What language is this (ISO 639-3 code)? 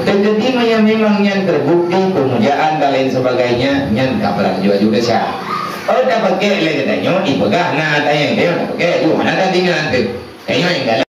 ace